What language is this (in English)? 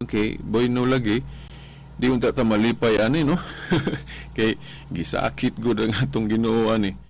Cebuano